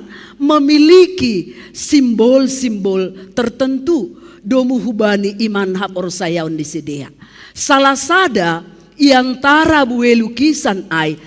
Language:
Batak Simalungun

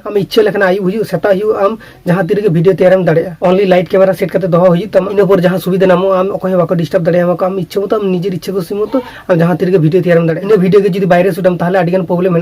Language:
Santali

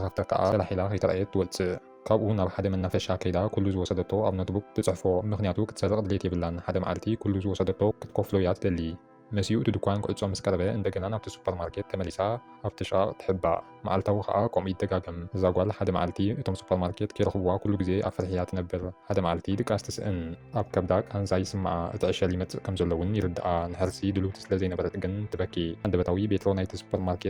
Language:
Tigrinya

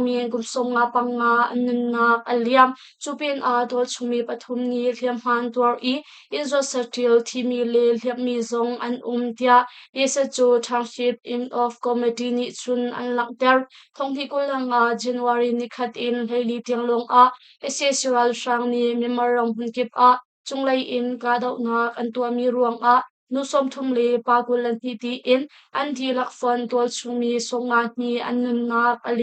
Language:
Hakha Chin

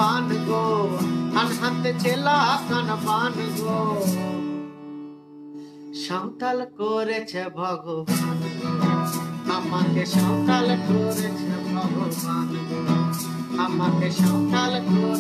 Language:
Bangla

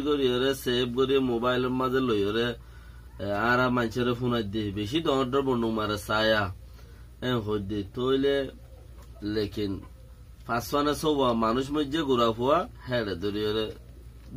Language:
Rohingya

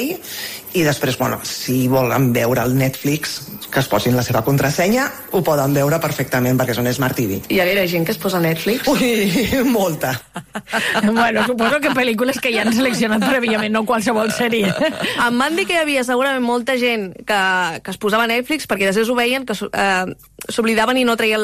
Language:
Catalan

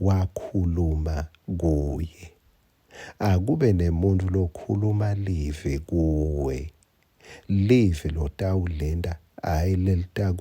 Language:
Swati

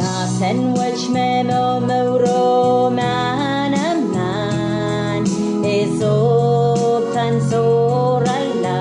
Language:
Pohnpeian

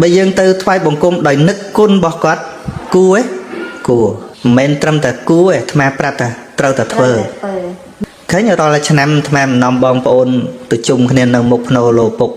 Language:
Khmer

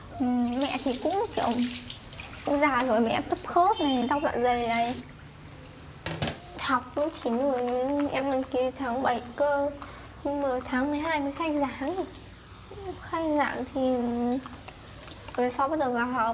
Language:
Vietnamese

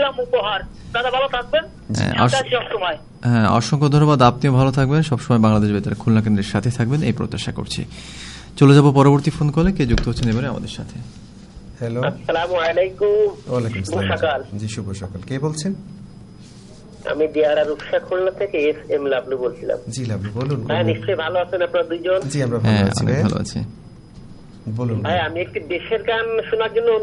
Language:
Bangla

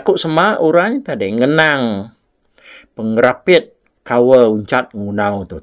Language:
Iban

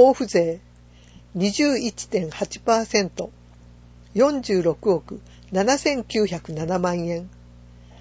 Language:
Japanese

